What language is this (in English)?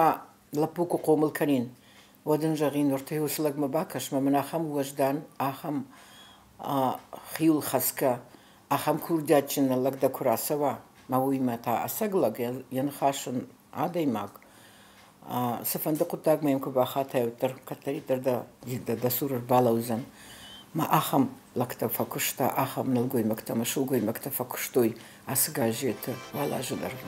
Ossetic